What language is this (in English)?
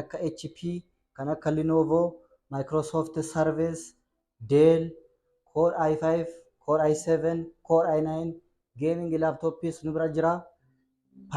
Oromo